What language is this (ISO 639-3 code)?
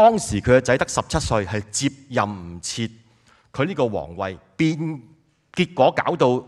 yue